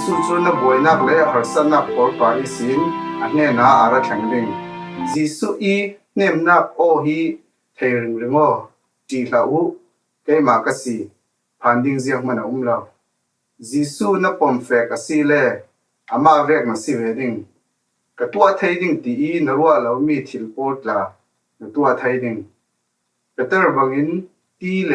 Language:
Falam Chin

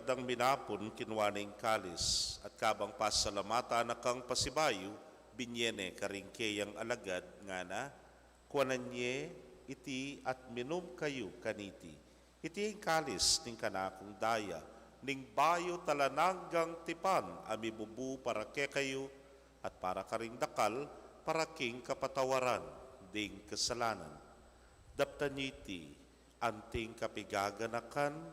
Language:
Pampanga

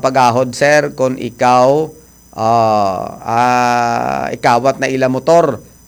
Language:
Hiligaynon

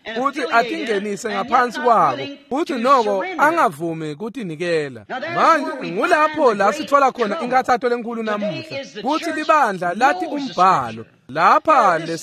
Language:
Swati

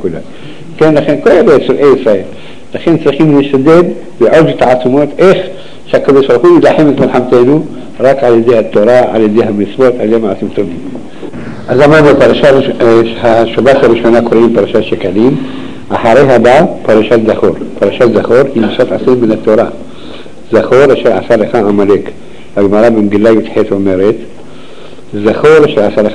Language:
Hebrew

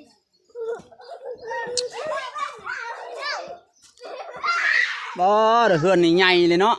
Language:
Lao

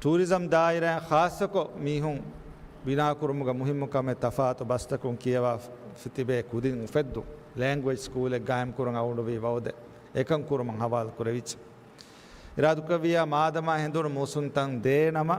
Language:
Divehi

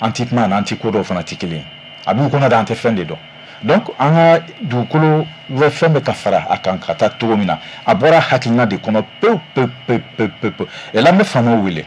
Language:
Bambara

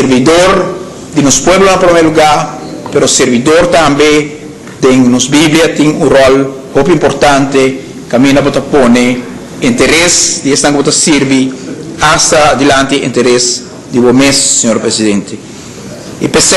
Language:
Papiamento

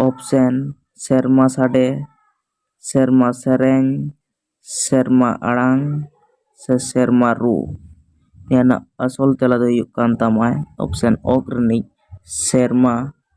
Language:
Santali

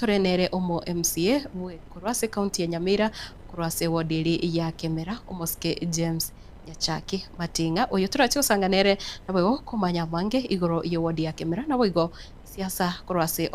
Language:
Gusii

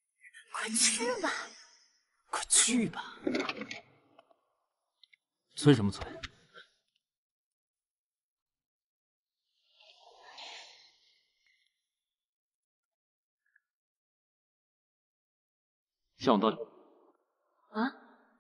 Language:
Chinese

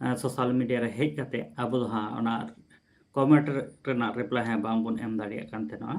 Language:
Santali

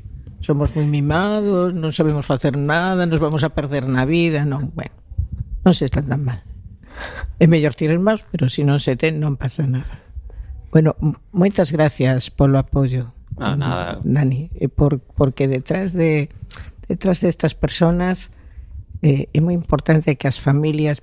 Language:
Galician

